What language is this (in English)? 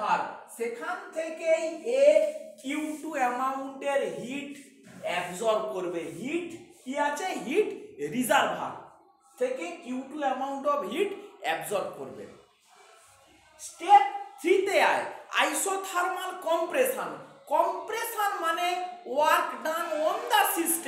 Bangla